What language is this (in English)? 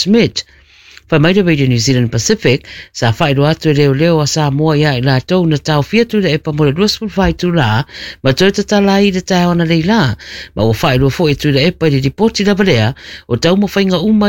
Samoan